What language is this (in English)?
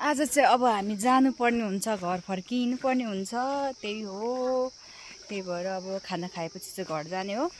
Nepali